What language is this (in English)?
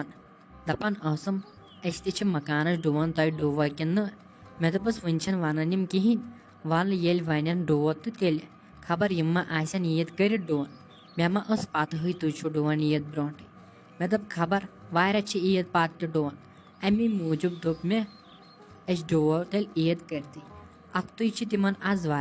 Kashmiri